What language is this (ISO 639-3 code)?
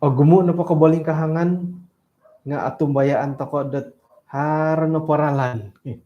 dtp